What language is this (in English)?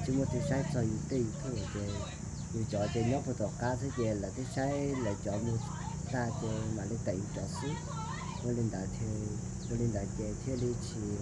Hmong